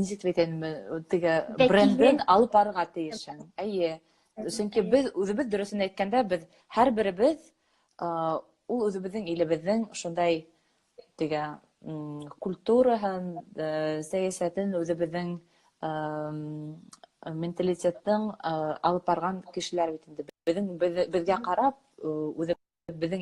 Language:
Bashkir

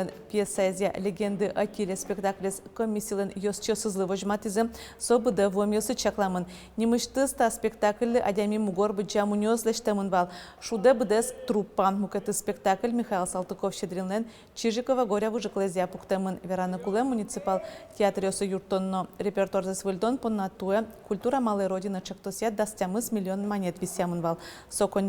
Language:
Udmurt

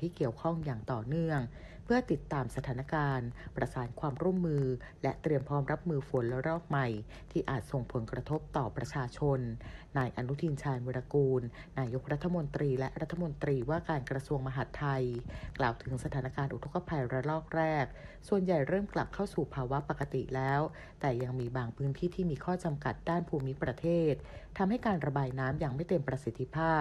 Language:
Thai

